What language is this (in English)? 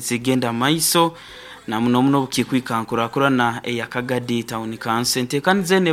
Nyoro